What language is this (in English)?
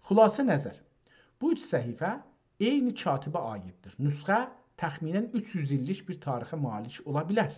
South Azerbaijani